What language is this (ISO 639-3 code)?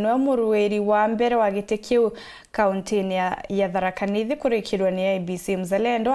mer